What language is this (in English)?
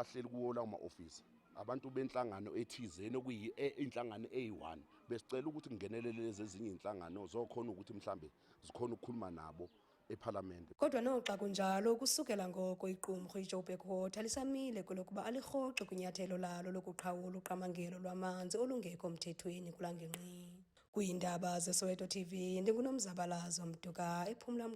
Zulu